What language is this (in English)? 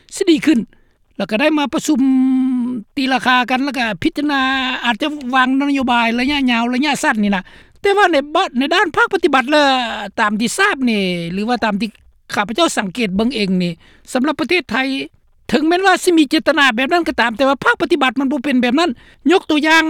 Lao